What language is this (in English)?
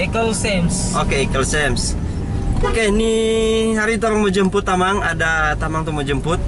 Manado Malay